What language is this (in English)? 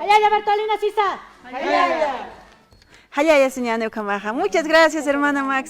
Aymara